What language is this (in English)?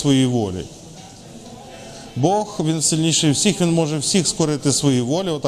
Ukrainian